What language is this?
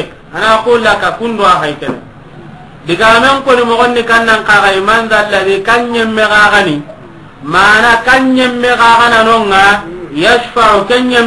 Soninke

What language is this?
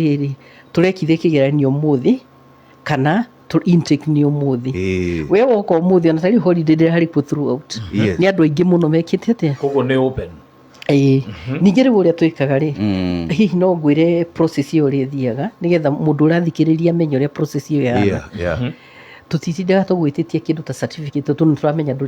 Kikuyu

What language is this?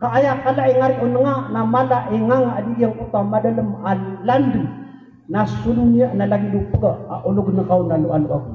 Maranao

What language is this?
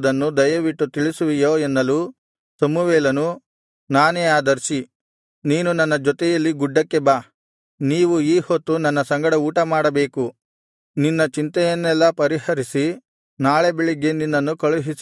Kannada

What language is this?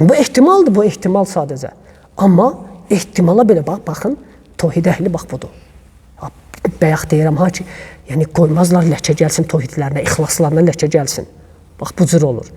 Azerbaijani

